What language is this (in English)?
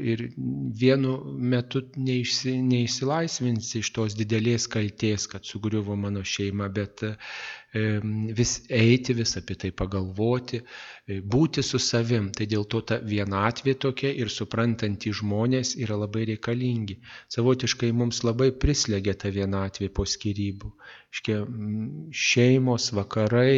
Lithuanian